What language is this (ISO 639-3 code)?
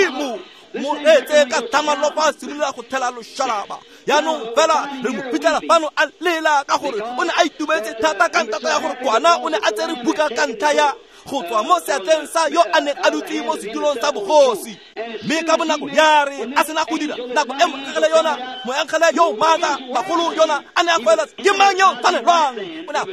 tsn